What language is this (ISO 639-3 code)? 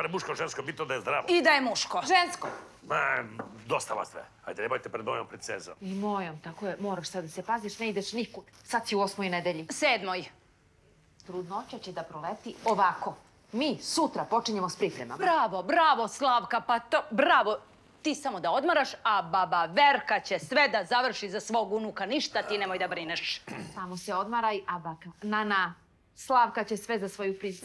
srp